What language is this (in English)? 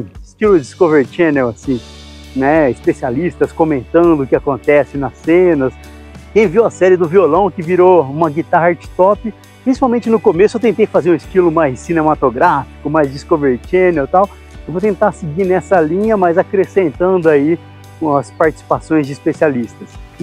Portuguese